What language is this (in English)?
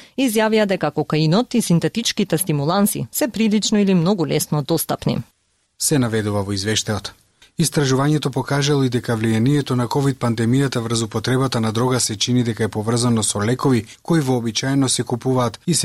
Macedonian